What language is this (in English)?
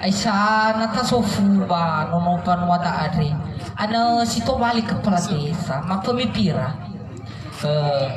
Nias